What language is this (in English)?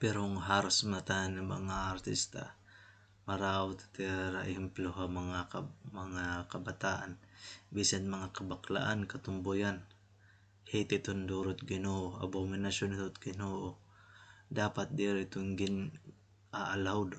Waray